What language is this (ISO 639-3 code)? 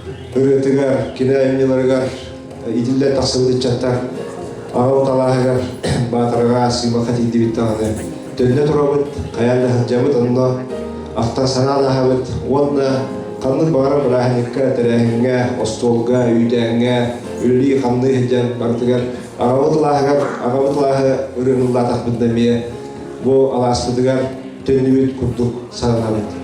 sah